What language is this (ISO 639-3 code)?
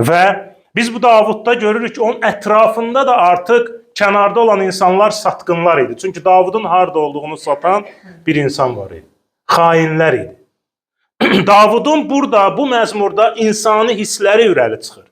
aze